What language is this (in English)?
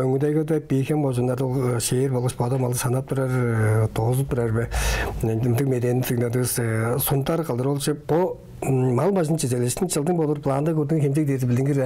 Tuvinian